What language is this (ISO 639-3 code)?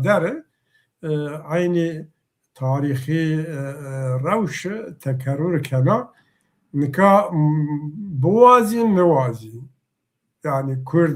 zza